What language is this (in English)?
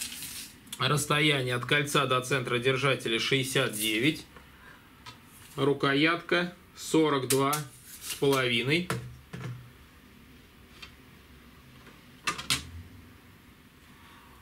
Russian